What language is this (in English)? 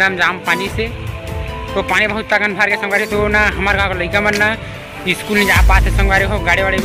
Chhattisgarhi